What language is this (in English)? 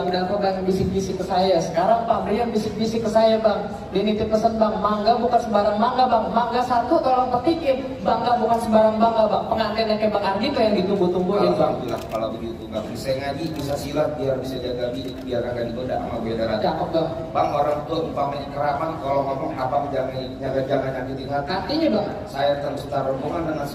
Betawi